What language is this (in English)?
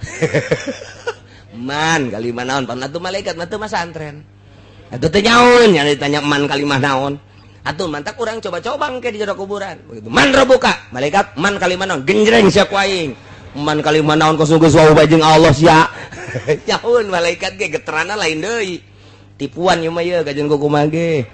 Sundanese